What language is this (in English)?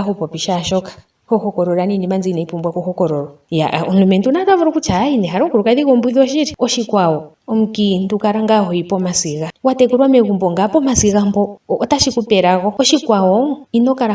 Ndonga